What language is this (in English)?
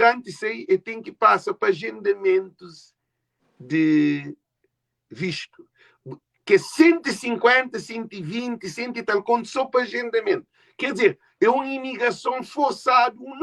Kabuverdianu